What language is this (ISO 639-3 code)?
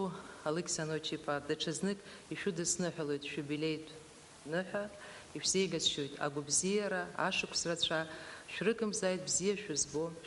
abk